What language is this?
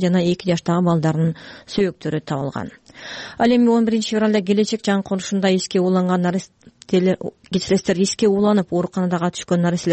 Kyrgyz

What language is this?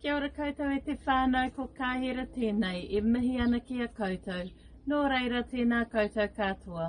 Māori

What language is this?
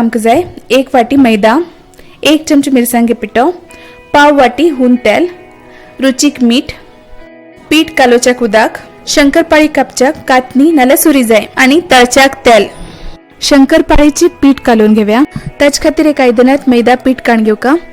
Konkani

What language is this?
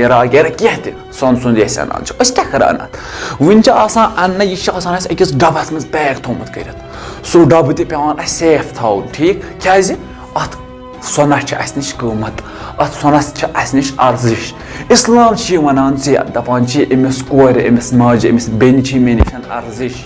Kashmiri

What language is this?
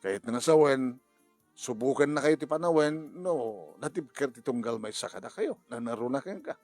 Iloko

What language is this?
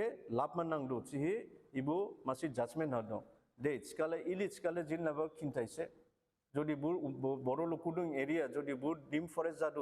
Dimasa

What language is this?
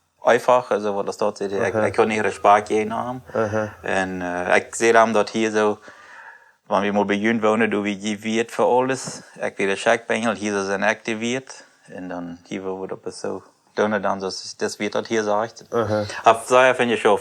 Plautdietsch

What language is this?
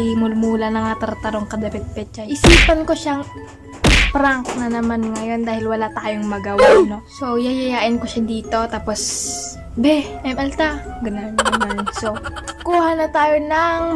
Iloko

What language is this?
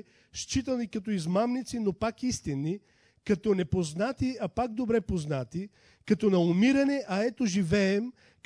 Bulgarian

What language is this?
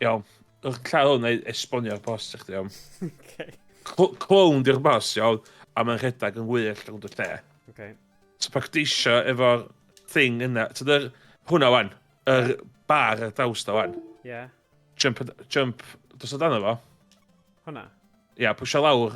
Welsh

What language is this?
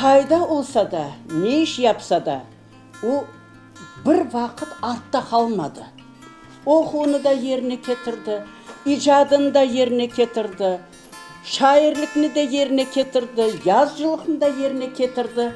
Crimean Tatar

